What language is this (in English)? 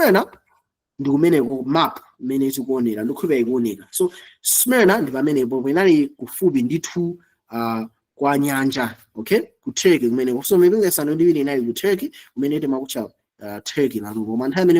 Nyanja